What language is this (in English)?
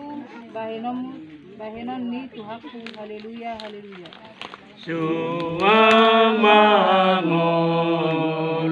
Batak Toba